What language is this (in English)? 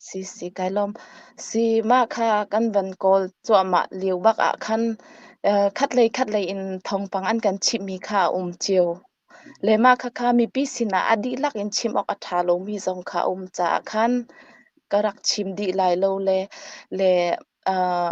Hakha Chin